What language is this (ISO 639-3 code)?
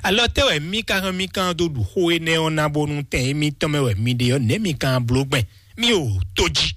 fon